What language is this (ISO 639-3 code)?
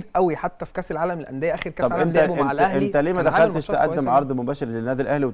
arz